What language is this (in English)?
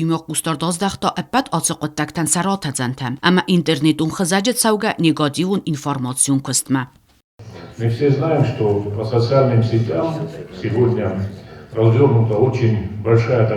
Ossetic